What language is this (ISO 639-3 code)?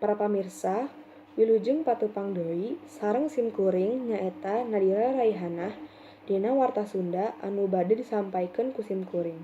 sun